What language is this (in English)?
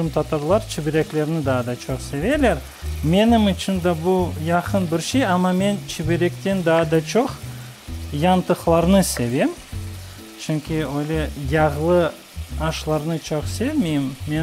Crimean Tatar